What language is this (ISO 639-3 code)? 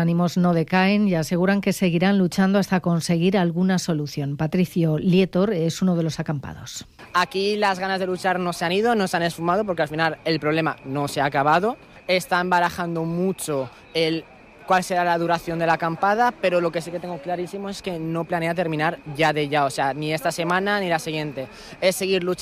spa